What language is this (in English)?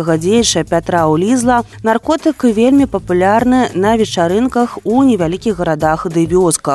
Belarusian